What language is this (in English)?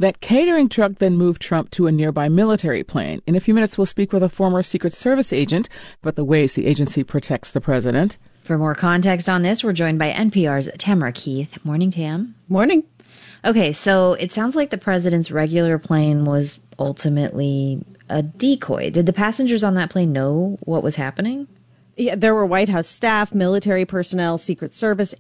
English